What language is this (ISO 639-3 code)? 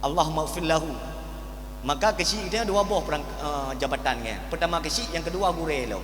ace